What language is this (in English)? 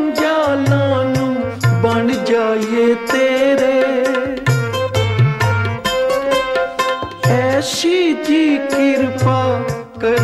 Punjabi